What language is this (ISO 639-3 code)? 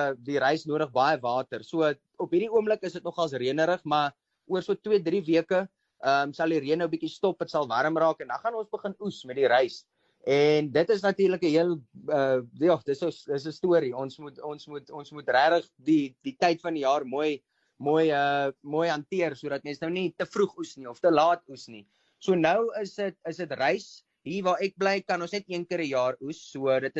afr